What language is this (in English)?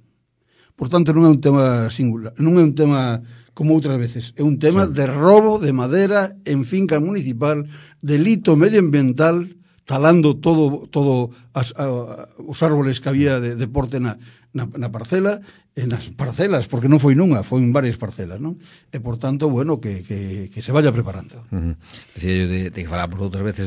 Galician